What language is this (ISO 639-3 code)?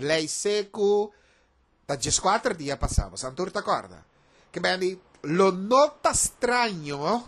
pap